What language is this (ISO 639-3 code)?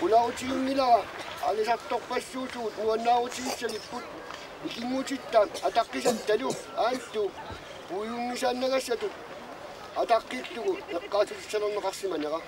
kal